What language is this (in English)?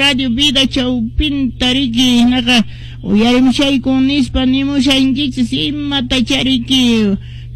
Quechua